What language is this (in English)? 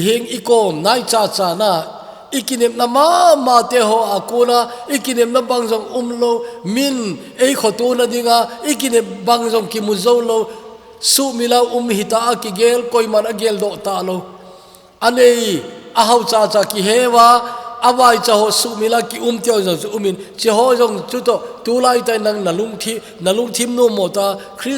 Thado Chin